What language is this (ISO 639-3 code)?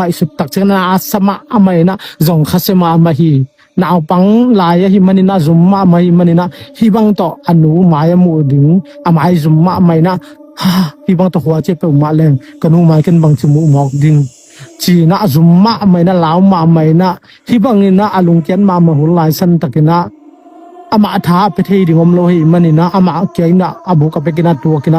ctd